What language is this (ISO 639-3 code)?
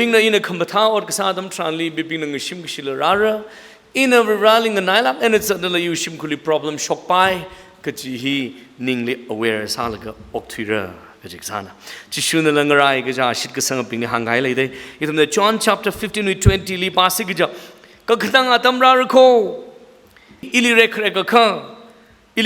nmf